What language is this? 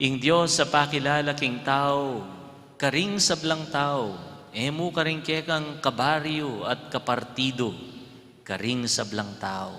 Pampanga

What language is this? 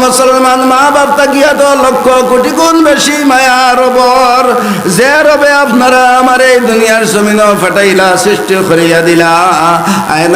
Sylheti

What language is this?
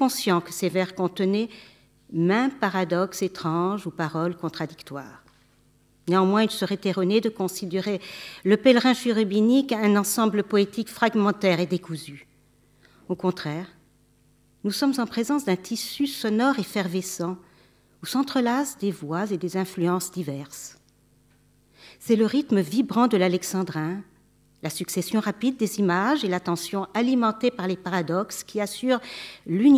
French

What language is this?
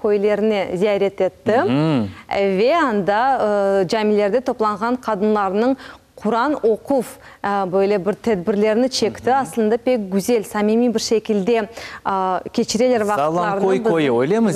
Crimean Tatar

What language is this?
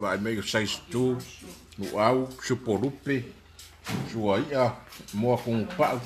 Samoan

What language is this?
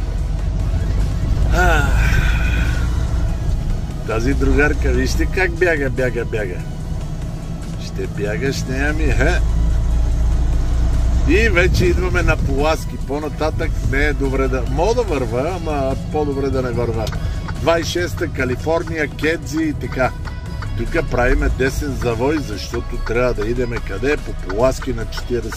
Bulgarian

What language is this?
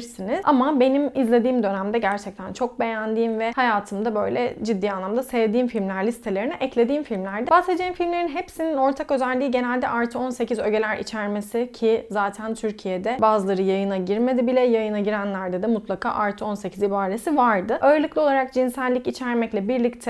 Turkish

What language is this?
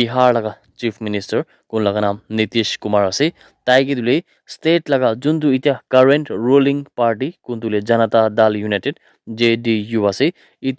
Naga Pidgin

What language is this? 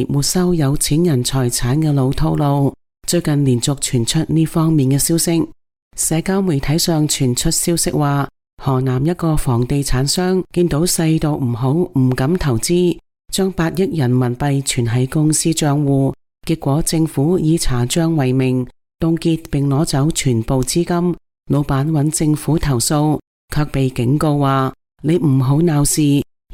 Cantonese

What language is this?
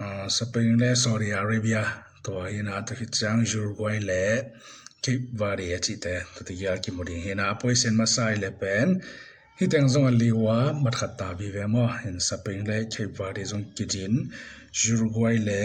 Tedim Chin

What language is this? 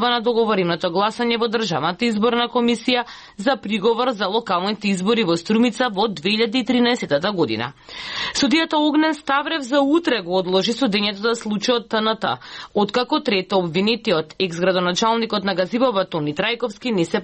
Macedonian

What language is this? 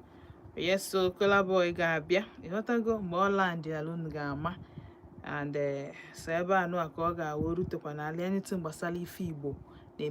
Igbo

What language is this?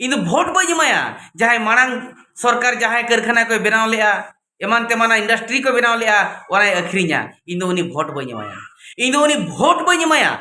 Santali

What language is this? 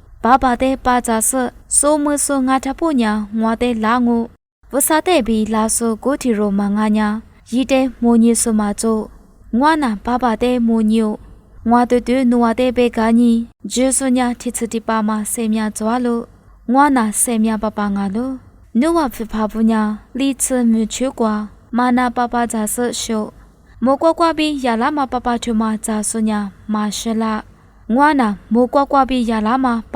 Lisu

